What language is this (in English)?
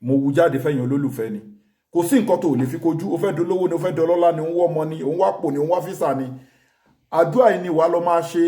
Yoruba